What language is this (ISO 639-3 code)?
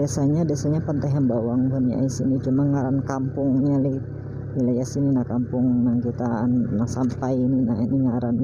bjn